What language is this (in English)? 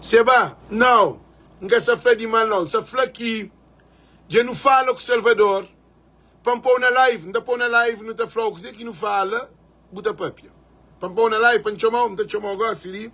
Kabuverdianu